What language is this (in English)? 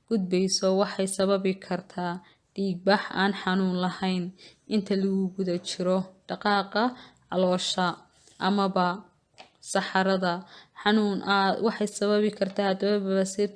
Somali